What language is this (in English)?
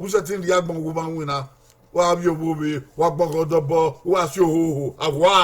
Bini